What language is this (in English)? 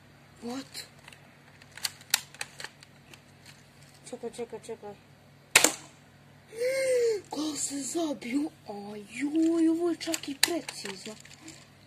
Croatian